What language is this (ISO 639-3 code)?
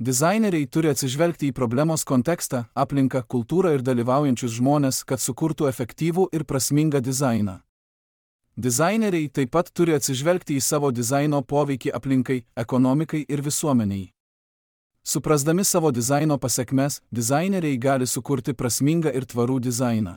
lit